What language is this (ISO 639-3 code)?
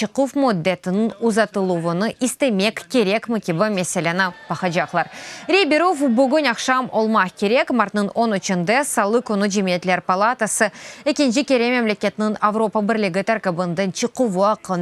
crh